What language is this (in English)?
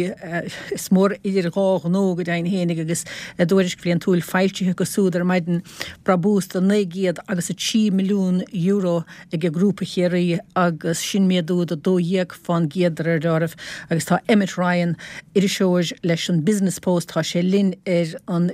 Irish